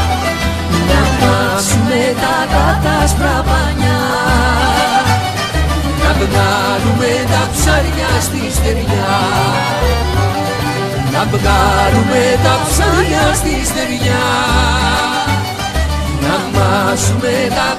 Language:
Greek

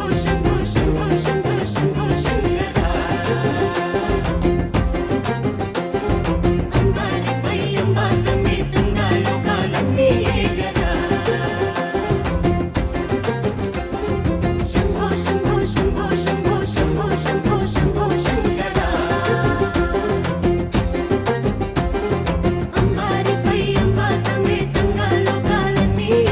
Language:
Telugu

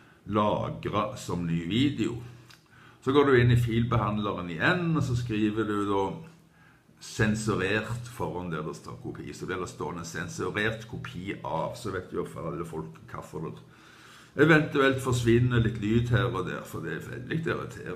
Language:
Norwegian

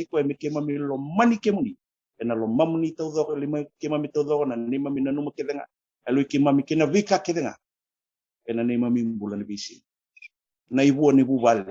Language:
Fijian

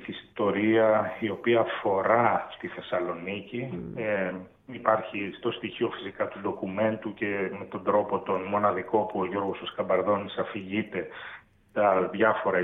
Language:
Greek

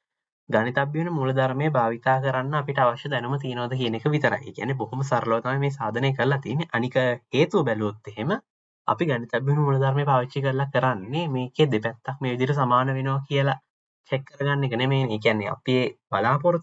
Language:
Sinhala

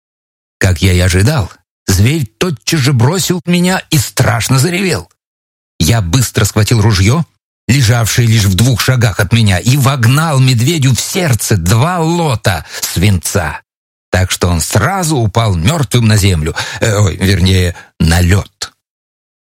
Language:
Russian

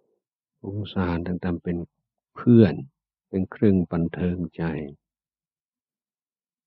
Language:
Thai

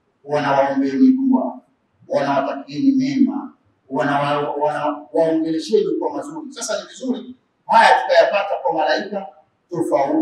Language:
Swahili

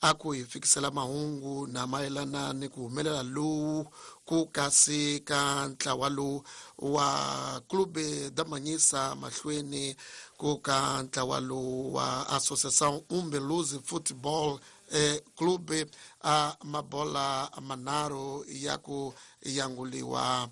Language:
Tsonga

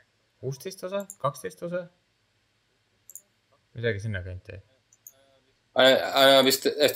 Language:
Estonian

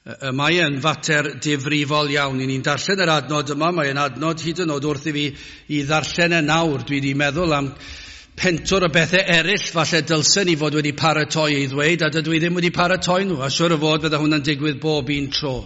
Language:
Welsh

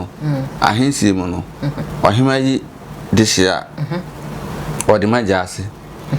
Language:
Akan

